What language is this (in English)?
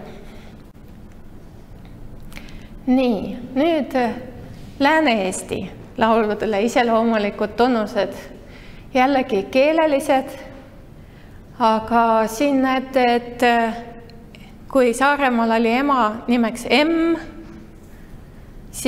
Estonian